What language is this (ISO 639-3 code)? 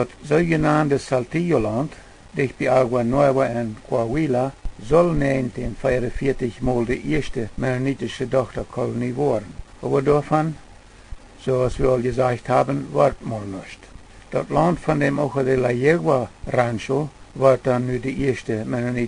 pdt